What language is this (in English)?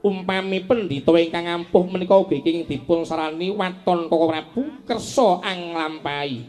Javanese